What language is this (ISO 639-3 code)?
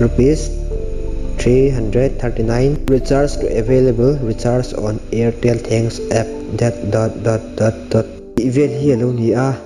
lus